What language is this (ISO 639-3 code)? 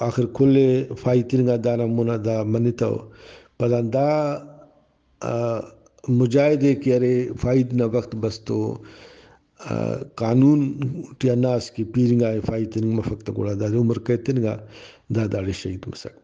brh